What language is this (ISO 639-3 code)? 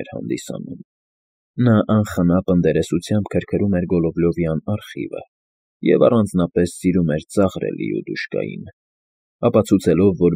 hye